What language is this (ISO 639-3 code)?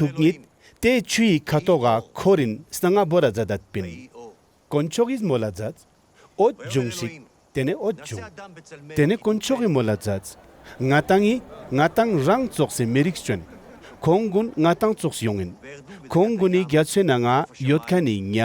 lbj